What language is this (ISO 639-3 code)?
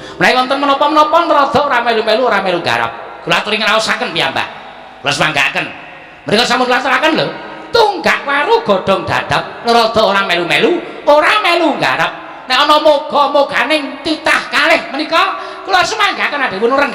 jav